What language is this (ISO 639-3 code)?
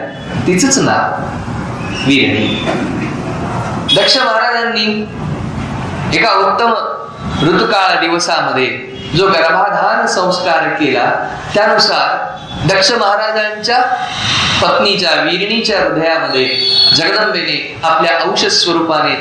mar